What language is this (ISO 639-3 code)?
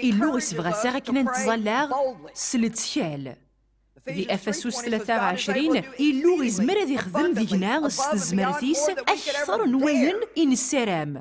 kab